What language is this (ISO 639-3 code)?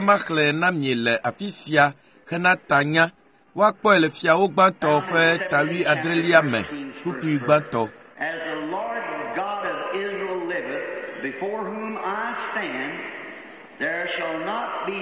ewe